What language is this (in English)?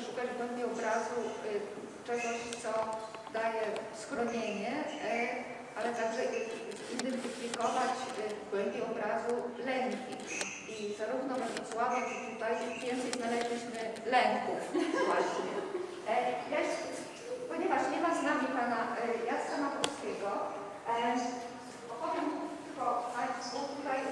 Polish